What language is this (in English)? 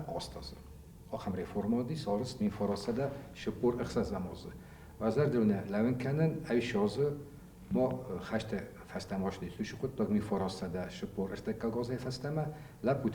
Ossetic